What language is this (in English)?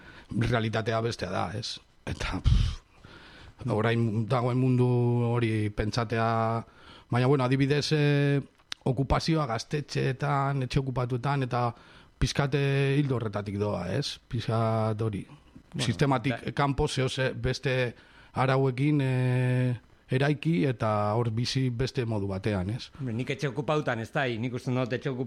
Basque